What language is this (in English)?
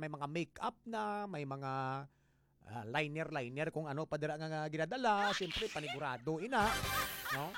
Hiligaynon